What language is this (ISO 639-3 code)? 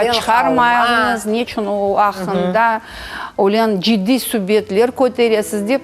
crh